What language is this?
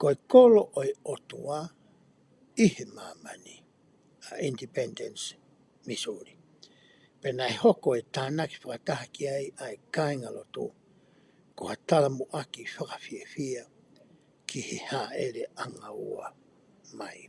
Tongan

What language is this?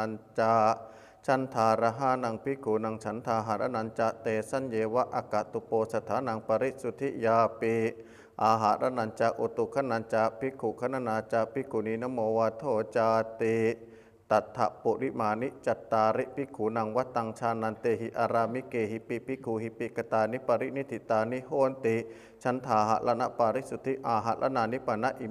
Pali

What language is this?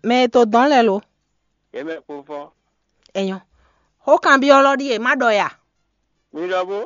Fon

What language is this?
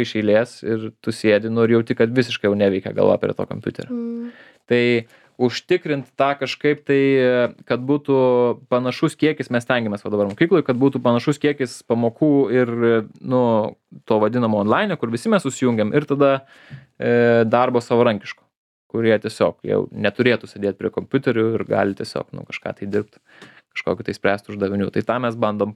Lithuanian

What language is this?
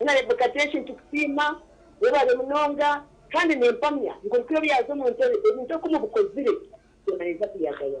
Nyankole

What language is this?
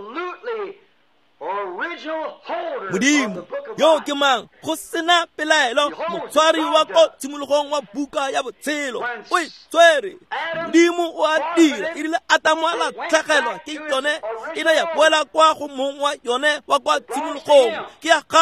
Tswana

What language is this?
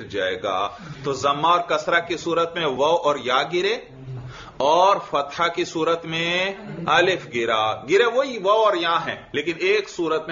Urdu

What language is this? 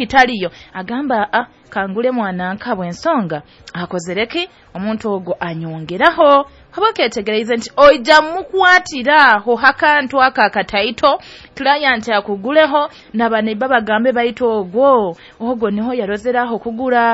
Nyoro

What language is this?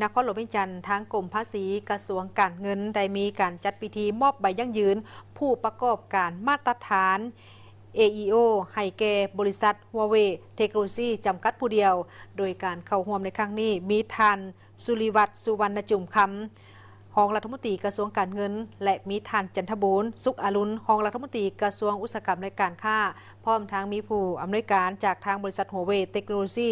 Lao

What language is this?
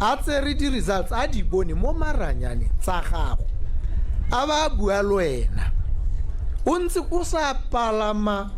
Tswana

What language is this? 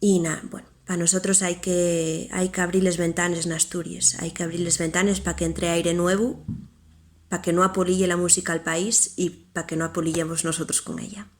Asturian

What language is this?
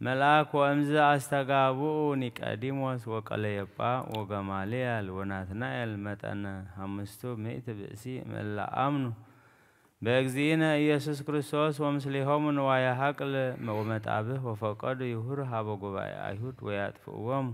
Geez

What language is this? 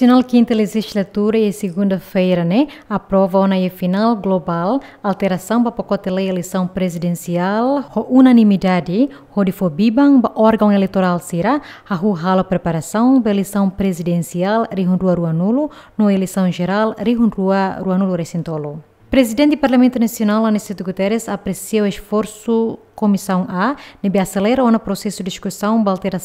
Tetum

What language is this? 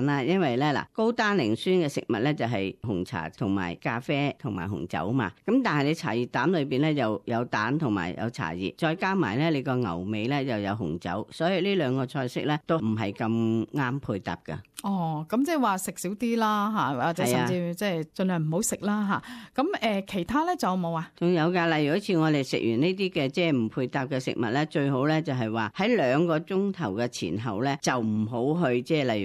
Cantonese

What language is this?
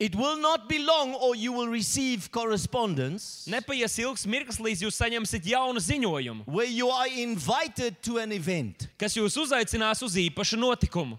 Latvian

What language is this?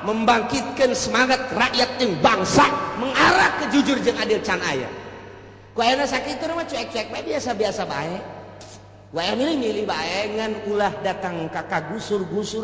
Sundanese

